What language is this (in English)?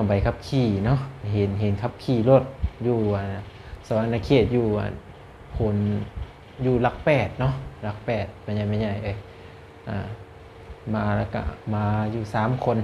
Lao